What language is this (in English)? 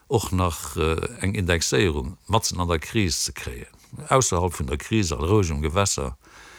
Luxembourgish